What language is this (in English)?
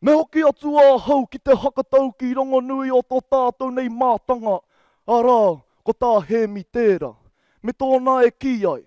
Māori